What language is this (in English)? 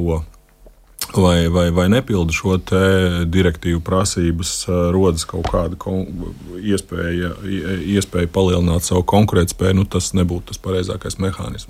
Latvian